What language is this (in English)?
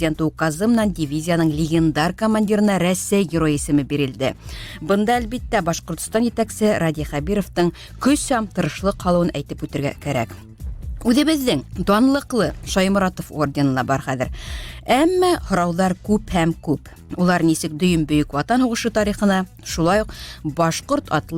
Bashkir